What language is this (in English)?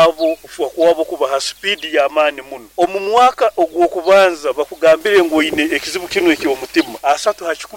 Nyoro